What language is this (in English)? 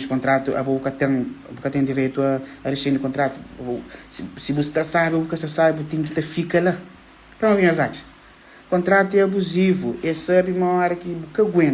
Kabuverdianu